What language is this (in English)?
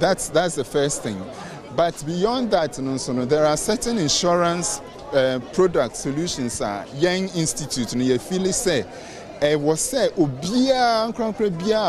Akan